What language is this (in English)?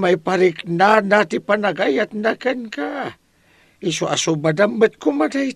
Iloko